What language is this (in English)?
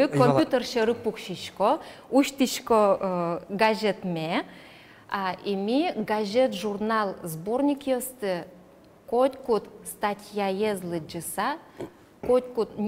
Udmurt